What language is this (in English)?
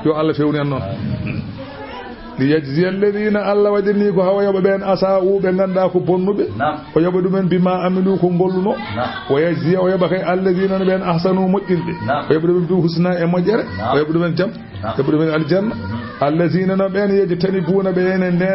Fula